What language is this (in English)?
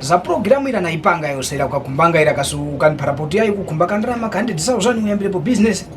Tumbuka